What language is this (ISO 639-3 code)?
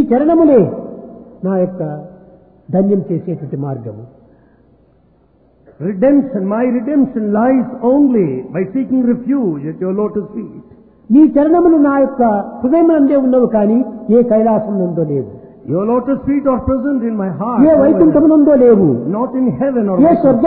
tel